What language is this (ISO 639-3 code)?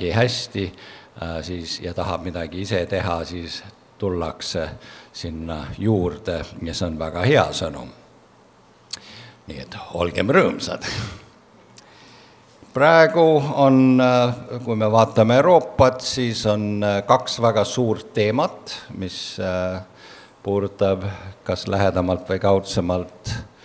est